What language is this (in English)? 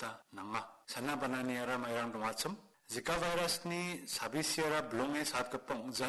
Garo